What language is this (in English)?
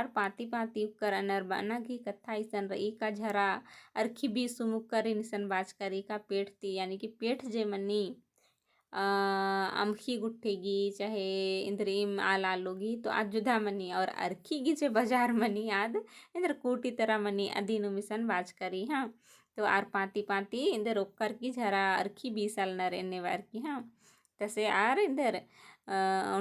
Kurukh